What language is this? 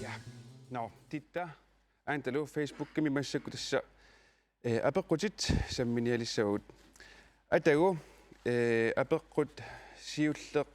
Kalaallisut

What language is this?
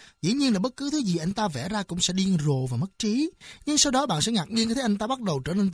Vietnamese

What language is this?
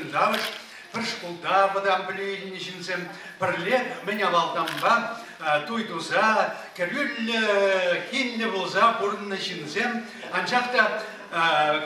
Chuvash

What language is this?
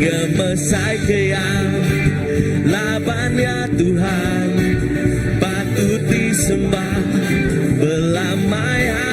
Iban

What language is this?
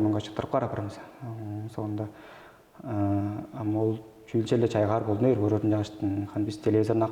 Tuvinian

